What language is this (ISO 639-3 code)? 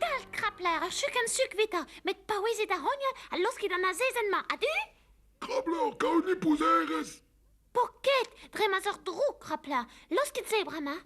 bre